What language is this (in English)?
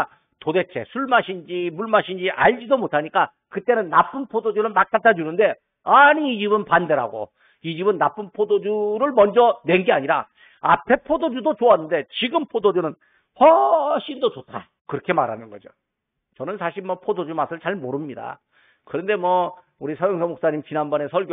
Korean